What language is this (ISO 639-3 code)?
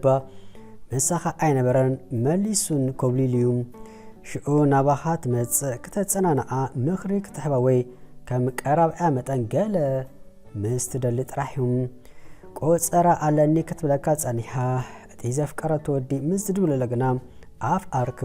tir